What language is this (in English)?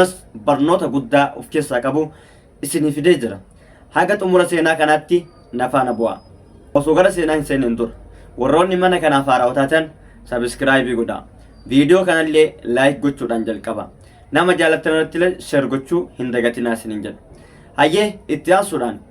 Oromo